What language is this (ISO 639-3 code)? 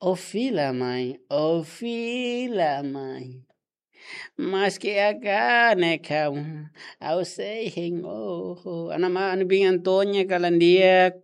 tet